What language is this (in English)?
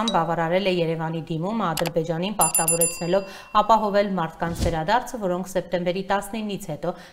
Armenian